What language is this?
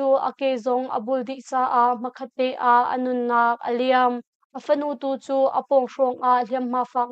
Hakha Chin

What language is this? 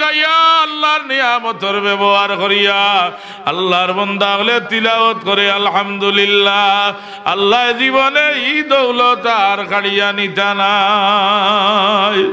Sylheti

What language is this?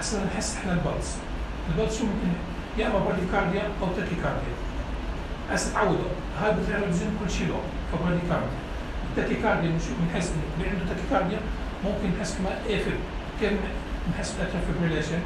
North Levantine Arabic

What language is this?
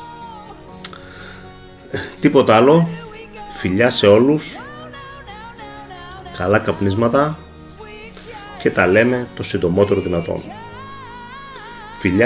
Greek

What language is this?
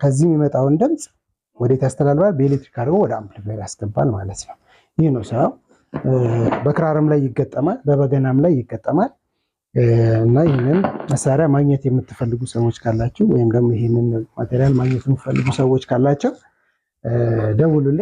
Amharic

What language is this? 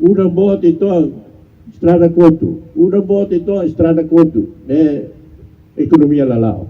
Tetum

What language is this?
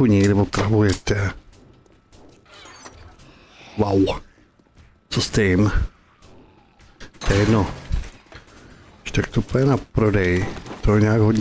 Czech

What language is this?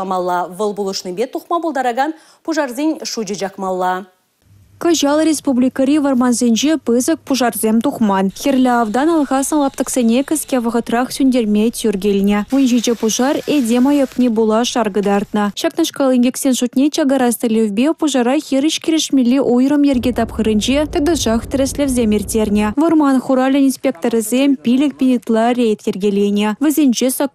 Chuvash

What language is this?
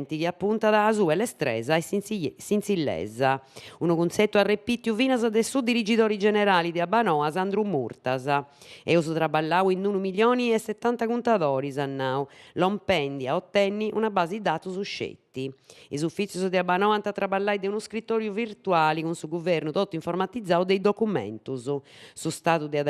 Sardinian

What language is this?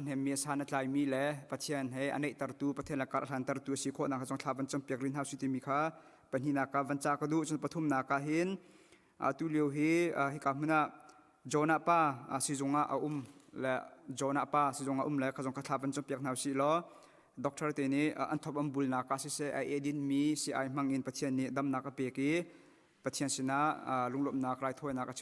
Hakha Chin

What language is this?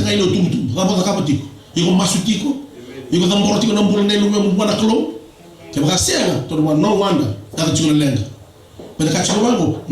Fijian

